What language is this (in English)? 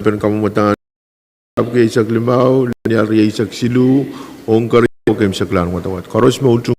Pohnpeian